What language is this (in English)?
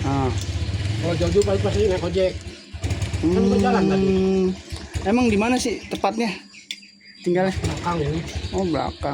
Betawi